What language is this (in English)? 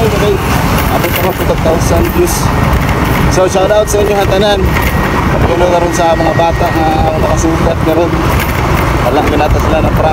Cebuano